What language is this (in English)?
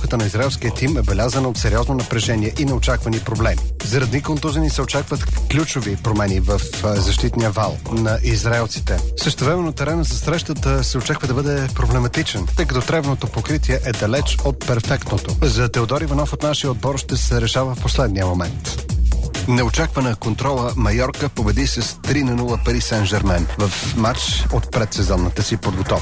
Bulgarian